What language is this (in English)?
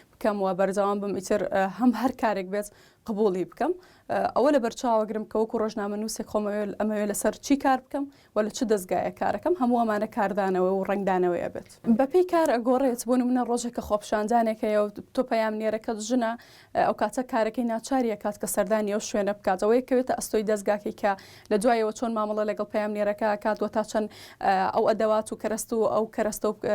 Central Kurdish